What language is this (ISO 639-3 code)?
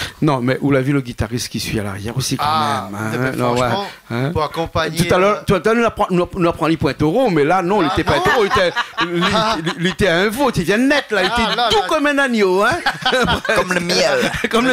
rcf